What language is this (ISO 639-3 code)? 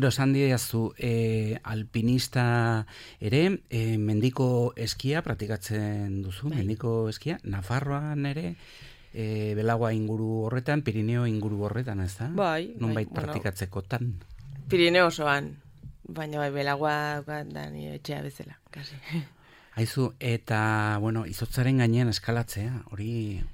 eus